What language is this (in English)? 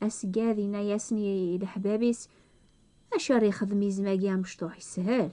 Kabyle